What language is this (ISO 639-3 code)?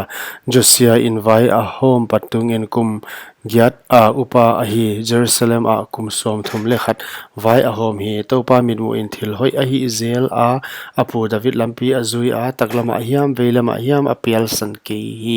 pck